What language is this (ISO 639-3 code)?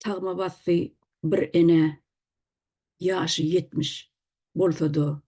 tuk